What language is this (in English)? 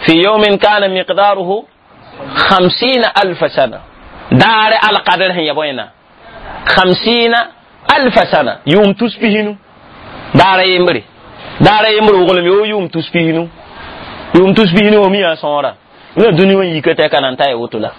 Mossi